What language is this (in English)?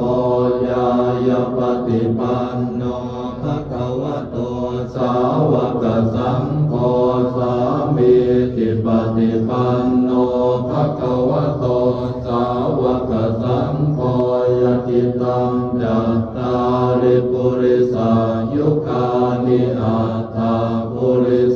Pali